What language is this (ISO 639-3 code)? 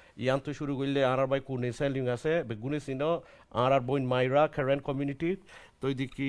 rhg